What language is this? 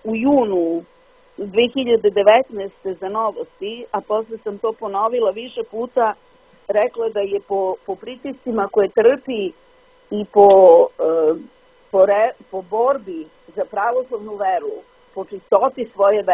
Serbian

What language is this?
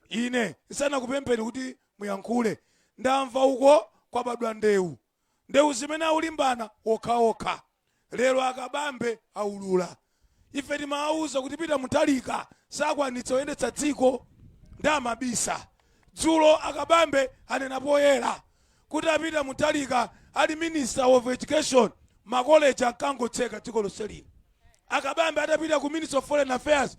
Nyanja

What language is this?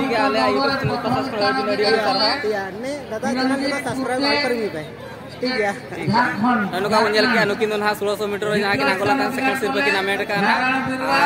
Santali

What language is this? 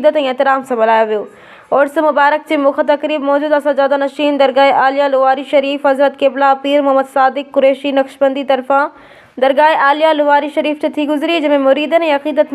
Sindhi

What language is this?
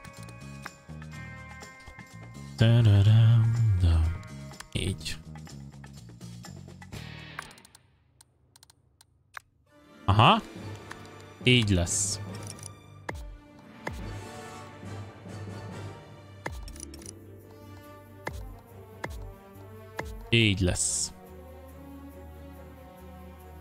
Hungarian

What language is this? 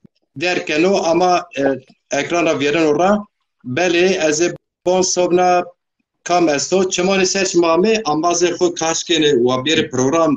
Zaza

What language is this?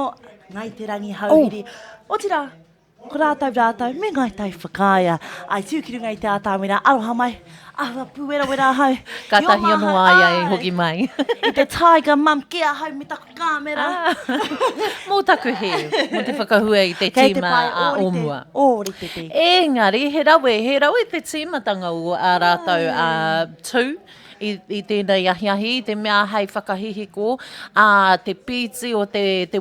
Māori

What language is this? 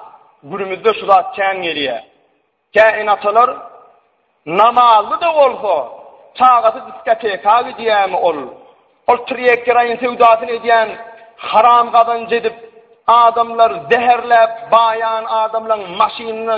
Turkmen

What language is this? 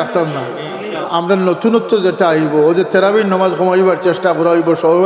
Sylheti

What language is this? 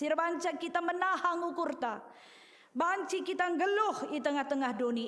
Batak Karo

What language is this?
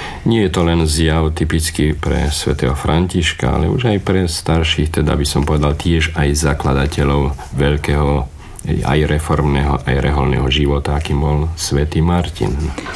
Slovak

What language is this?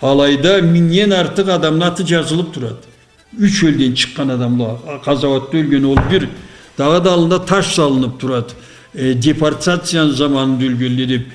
Karachay-Balkar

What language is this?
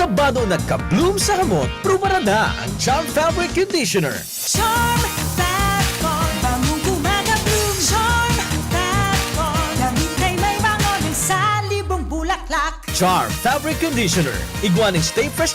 Bikol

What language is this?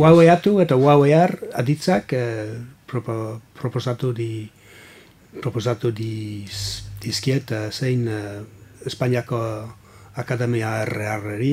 Basque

